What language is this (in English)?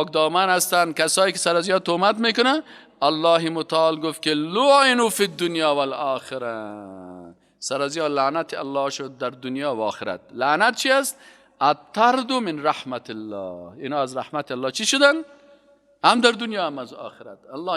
Persian